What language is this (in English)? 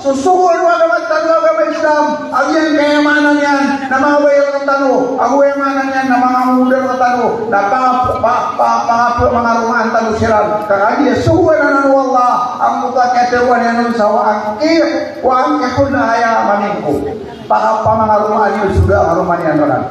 Maranao